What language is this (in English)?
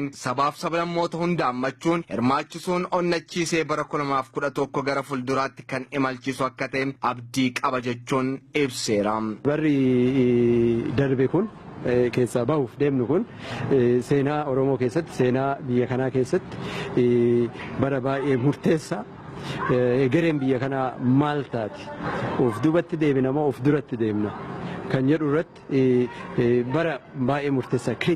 Oromo